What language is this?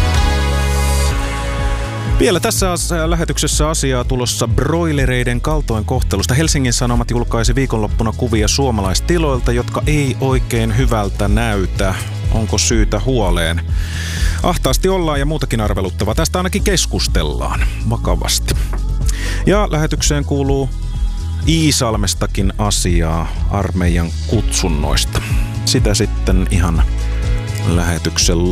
Finnish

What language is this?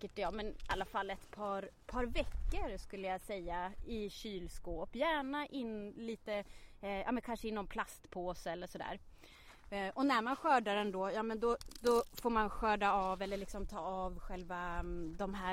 Swedish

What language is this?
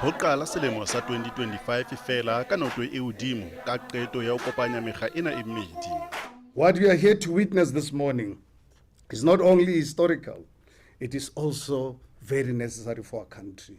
Southern Sotho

